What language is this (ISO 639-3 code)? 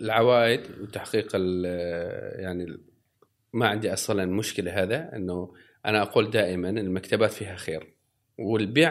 afb